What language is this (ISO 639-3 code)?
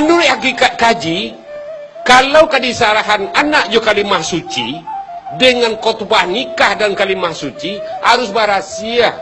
min